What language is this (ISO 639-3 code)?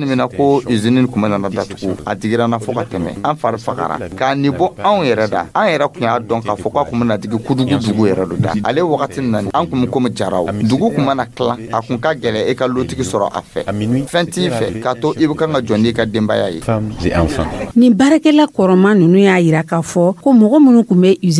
dyu